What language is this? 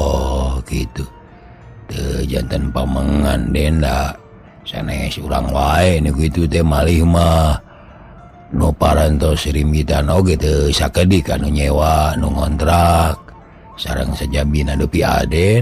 Sundanese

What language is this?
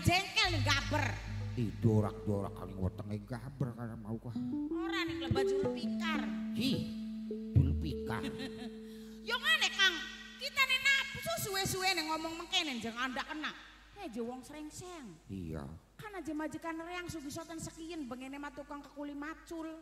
Javanese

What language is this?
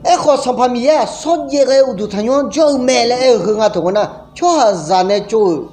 Akha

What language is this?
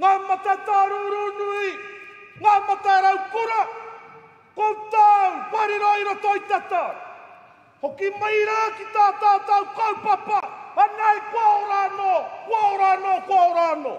Māori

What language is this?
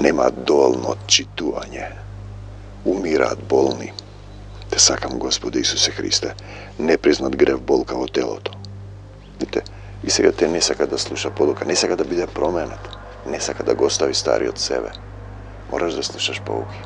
Macedonian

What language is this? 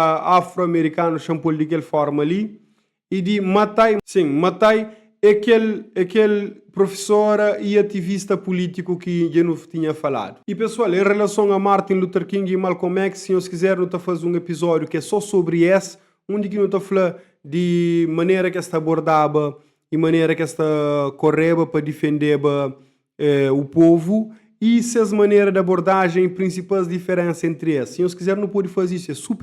Kabuverdianu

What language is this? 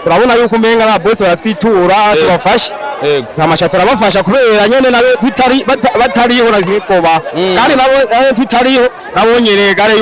Rundi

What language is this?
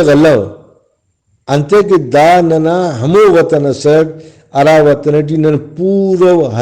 Brahui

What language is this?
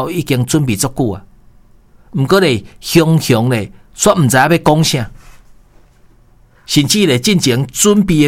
Min Nan Chinese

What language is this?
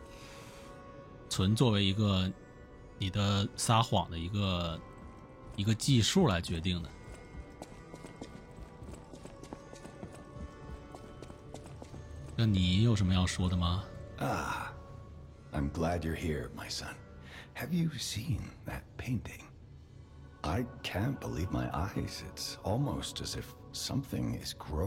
Chinese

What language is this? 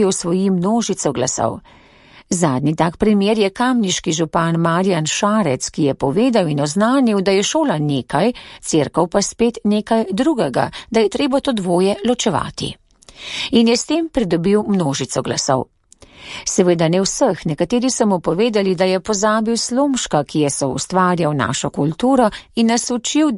Slovenian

